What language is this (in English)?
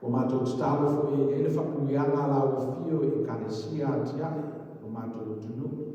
Samoan